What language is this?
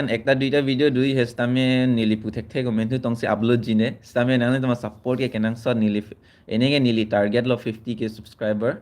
Karbi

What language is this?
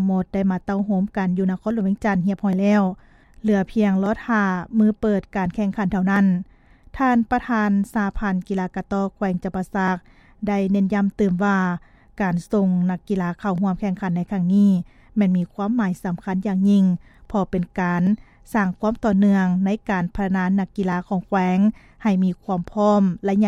Lao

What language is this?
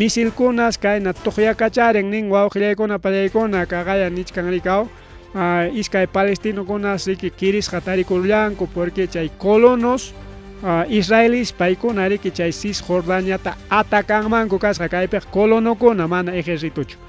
Ayacucho Quechua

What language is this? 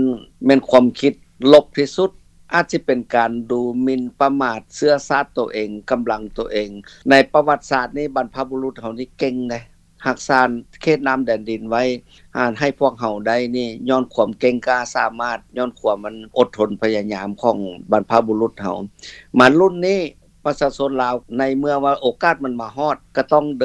Lao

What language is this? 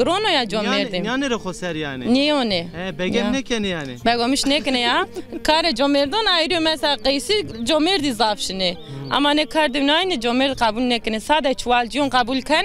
Zaza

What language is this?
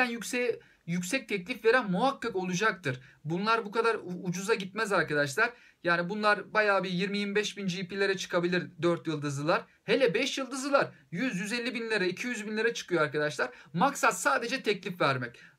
Turkish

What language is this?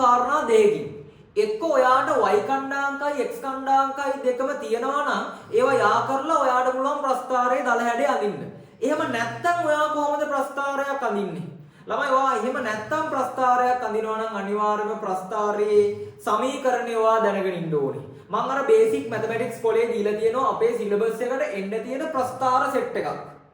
Sinhala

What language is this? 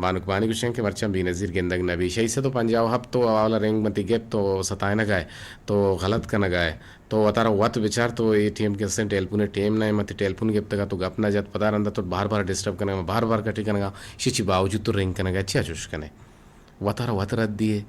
Eastern Balochi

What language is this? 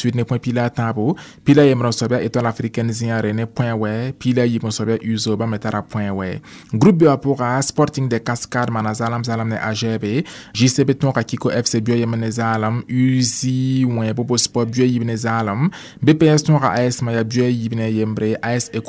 Mossi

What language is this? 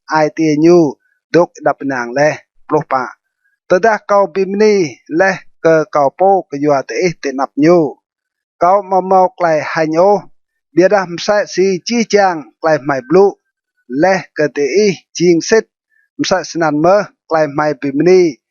Rade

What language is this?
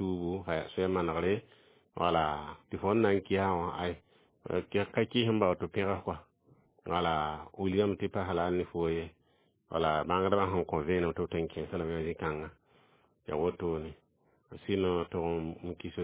Mossi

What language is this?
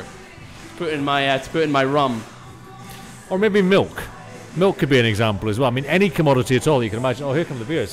English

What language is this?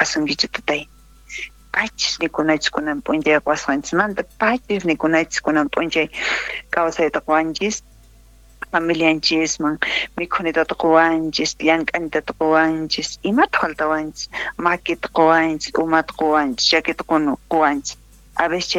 South Bolivian Quechua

